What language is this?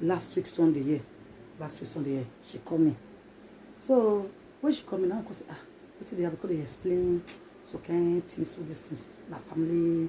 Nigerian Pidgin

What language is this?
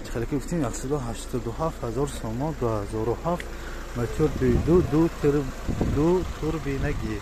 Tajik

